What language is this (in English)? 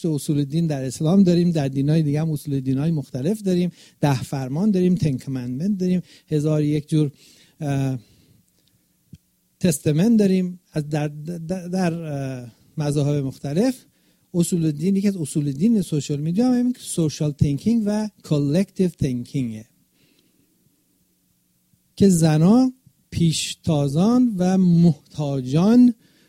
Persian